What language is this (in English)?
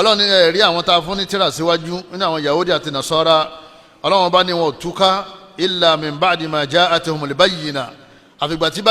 Yoruba